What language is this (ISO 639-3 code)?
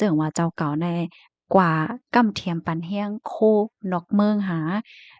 shn